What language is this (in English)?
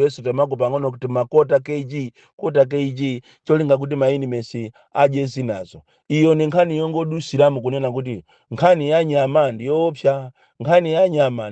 Nyanja